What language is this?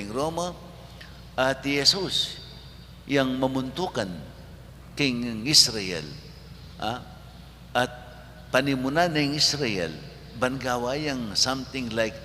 Pampanga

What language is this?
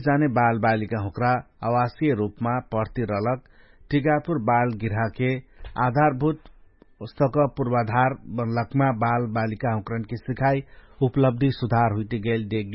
Dangaura Tharu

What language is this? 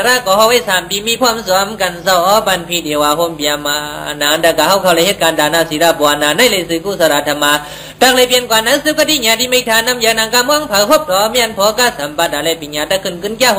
Shan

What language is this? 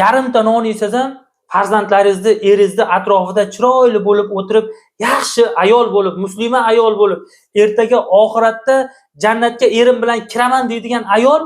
Uzbek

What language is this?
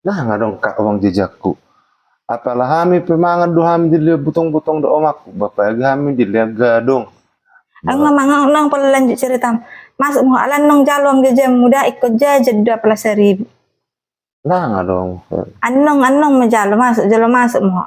Batak Toba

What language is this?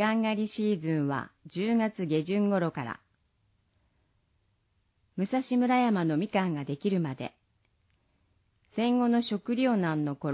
Japanese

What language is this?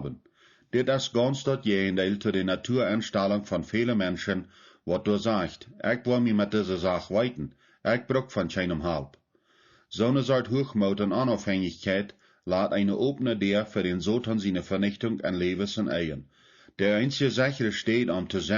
Plautdietsch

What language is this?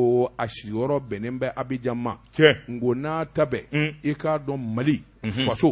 Bambara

